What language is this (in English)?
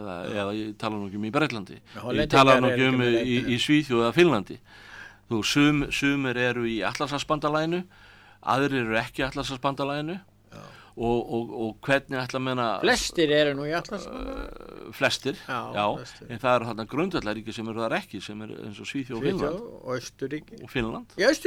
Icelandic